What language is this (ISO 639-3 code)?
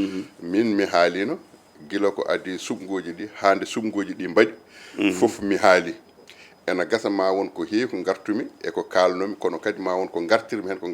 ful